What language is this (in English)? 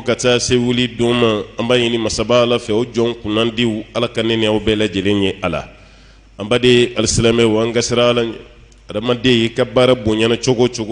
Bambara